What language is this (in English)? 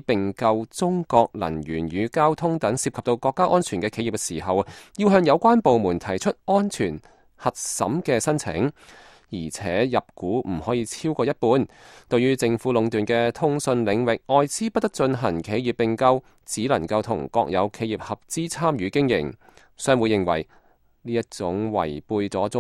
Cantonese